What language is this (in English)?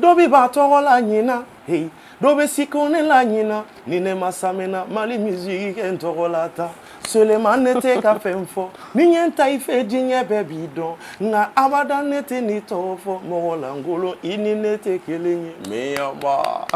Bambara